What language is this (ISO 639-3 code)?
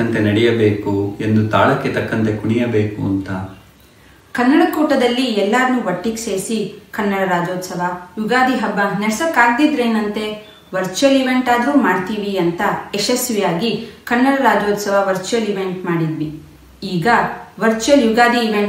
kan